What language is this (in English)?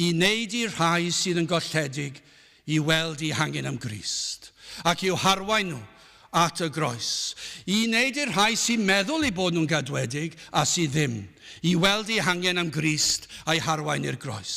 Welsh